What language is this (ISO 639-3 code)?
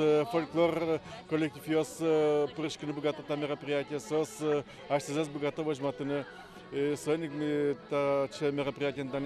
udm